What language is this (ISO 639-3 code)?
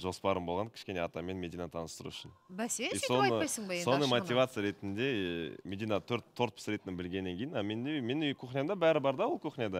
kaz